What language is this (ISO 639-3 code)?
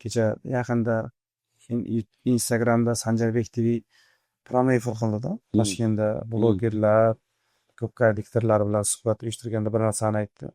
uzb